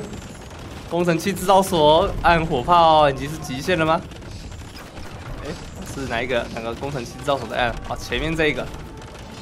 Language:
Chinese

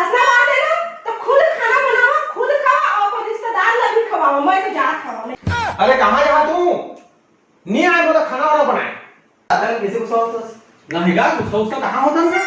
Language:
Chhattisgarhi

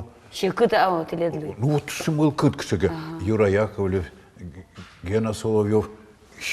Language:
Udmurt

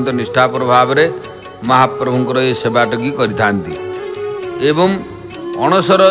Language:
Odia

